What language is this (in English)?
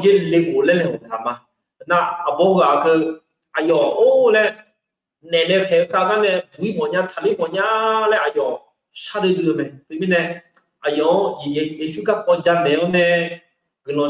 Akha